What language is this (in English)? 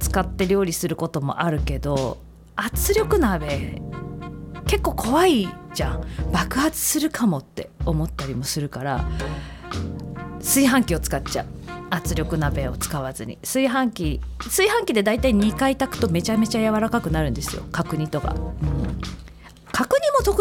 Japanese